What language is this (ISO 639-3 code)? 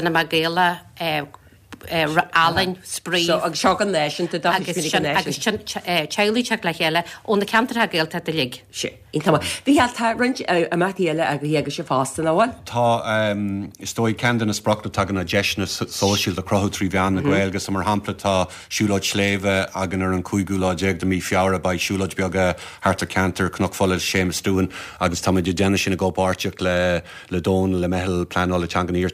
gle